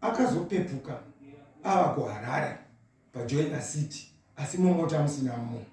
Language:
Shona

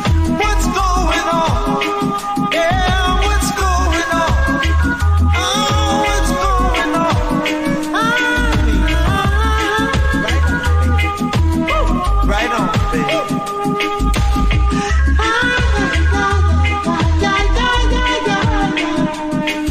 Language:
English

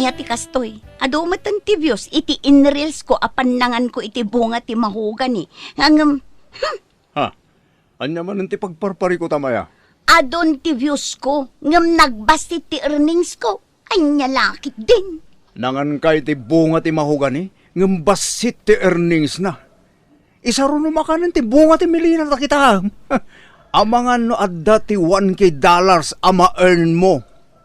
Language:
Iloko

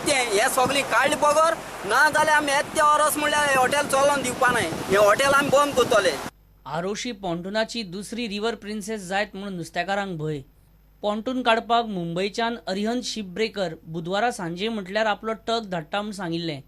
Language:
Konkani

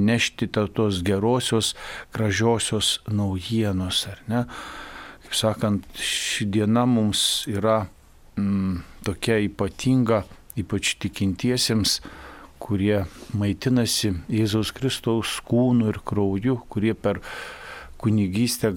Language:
Lithuanian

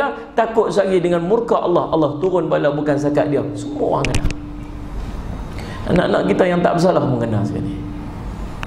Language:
Malay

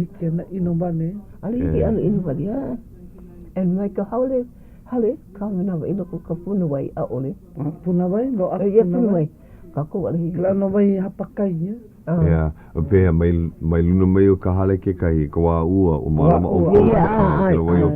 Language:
Hawaiian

